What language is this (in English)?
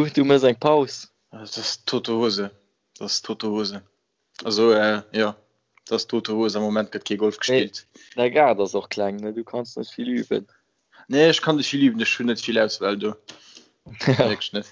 Luxembourgish